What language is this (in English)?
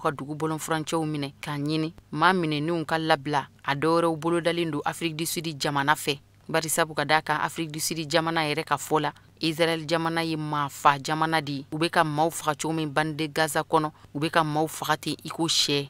Bambara